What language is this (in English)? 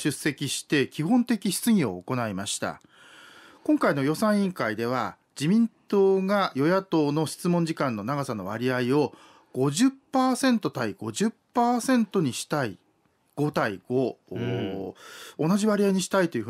Japanese